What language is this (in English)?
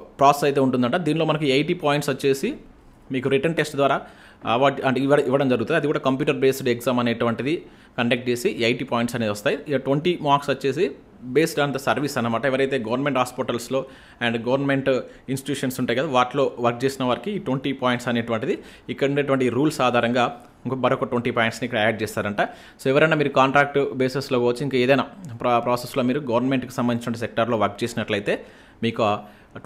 Telugu